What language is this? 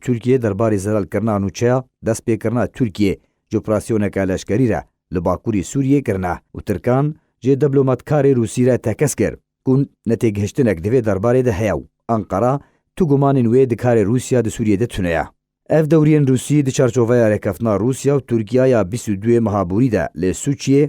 Kurdish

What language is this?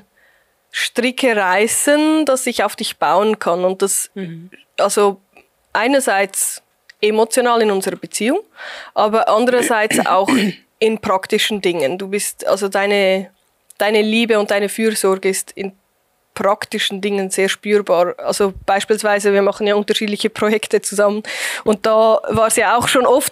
Swiss German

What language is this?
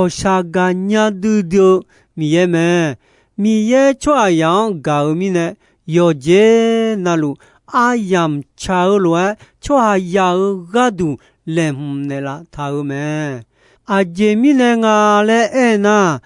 Akha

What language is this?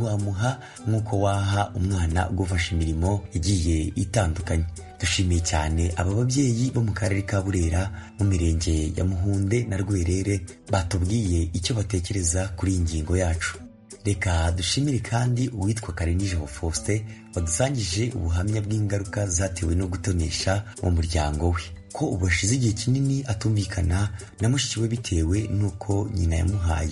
Kinyarwanda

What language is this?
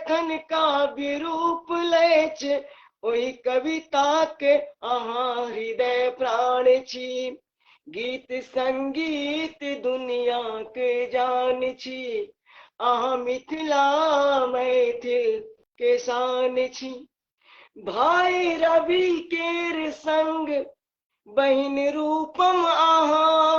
Maithili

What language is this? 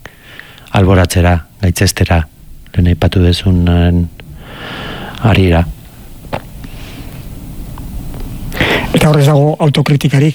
Basque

